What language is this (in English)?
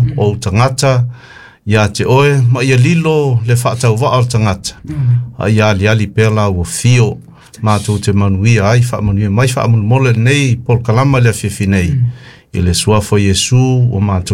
Samoan